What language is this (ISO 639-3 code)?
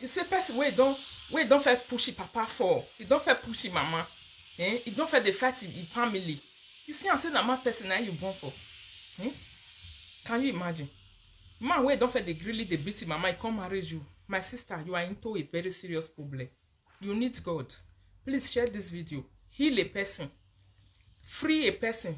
pcm